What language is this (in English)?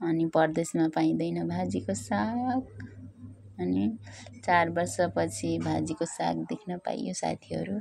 Nepali